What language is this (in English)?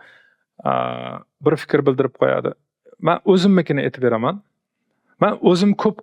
Uzbek